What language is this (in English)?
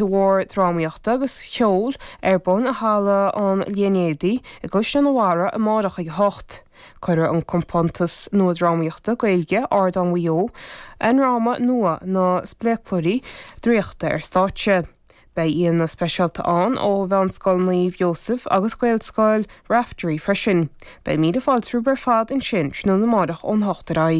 Irish